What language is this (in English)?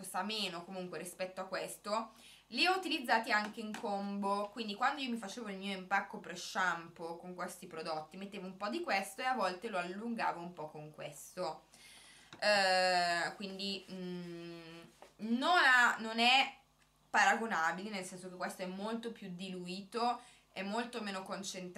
Italian